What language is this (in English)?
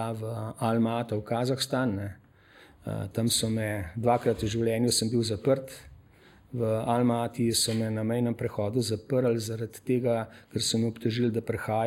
Slovenian